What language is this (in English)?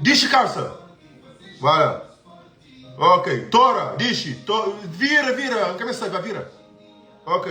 Kabuverdianu